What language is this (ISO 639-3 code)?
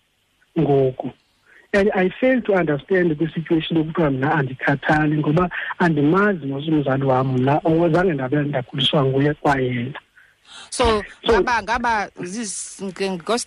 xho